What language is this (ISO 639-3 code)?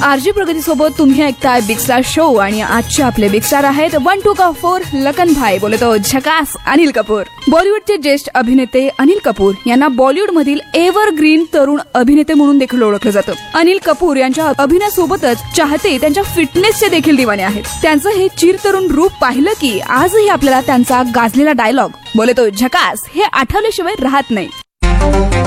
mar